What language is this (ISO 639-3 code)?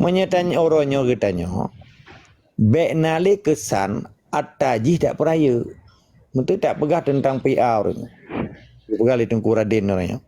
ace